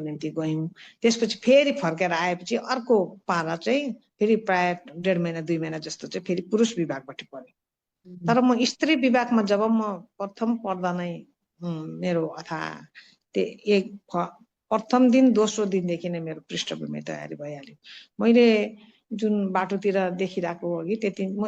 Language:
Nepali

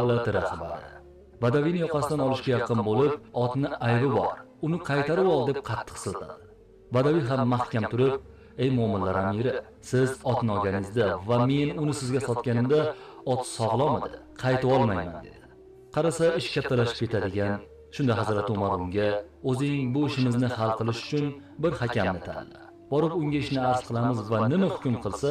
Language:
Uzbek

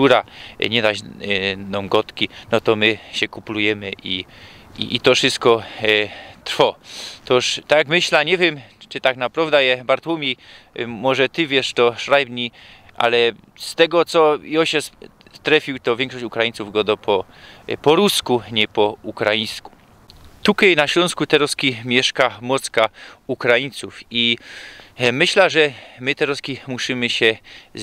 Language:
Silesian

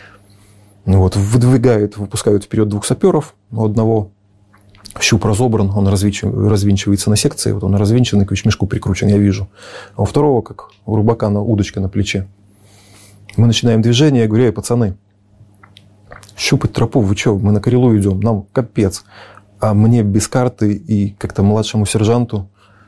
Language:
Russian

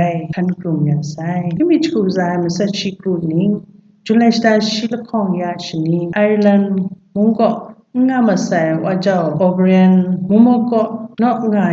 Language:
Kachin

